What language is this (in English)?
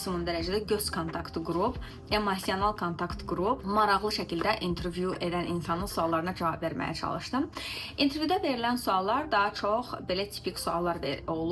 Azerbaijani